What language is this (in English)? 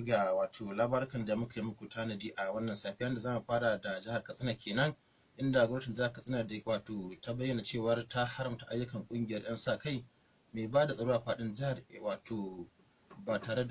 Hausa